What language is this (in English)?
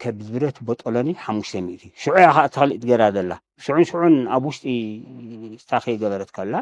Tigrinya